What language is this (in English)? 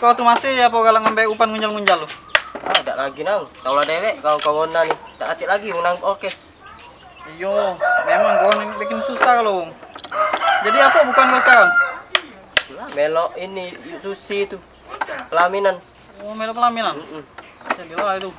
Musi